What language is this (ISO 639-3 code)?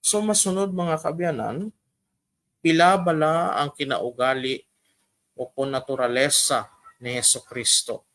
hil